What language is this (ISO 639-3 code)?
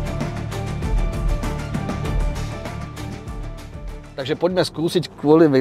slk